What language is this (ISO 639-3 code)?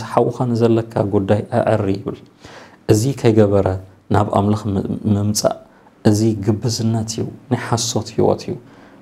tir